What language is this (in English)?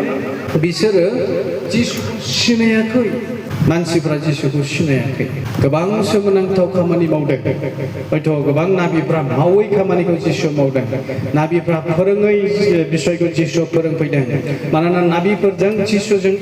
Bodo